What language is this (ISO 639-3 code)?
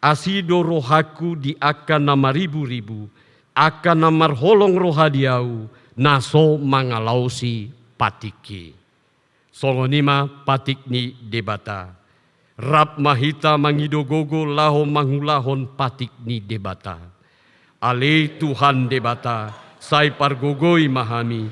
bbc